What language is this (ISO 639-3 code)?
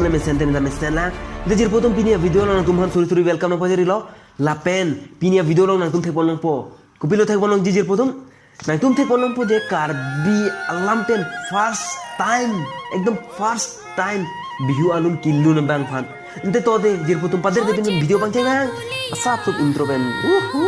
mjw